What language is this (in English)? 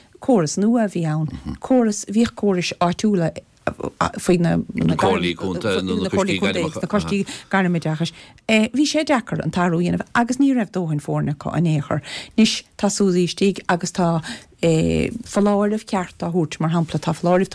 Irish